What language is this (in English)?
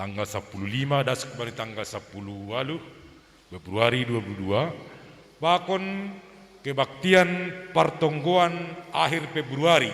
Batak Simalungun